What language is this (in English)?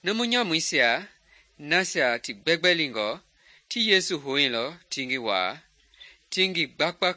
Mende